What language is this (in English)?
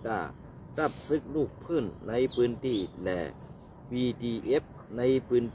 Shan